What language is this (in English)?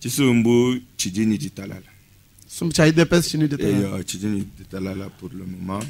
Luba-Lulua